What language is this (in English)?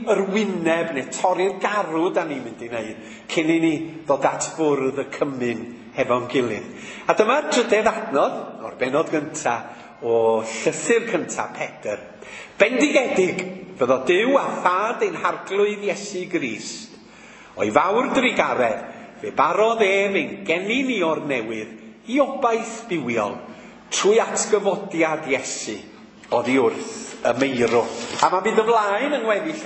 Welsh